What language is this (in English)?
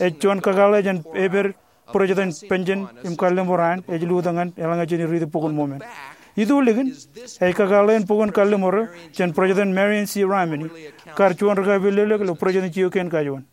Marshallese